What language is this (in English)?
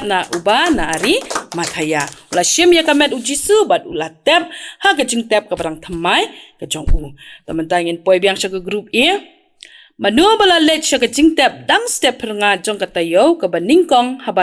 Khasi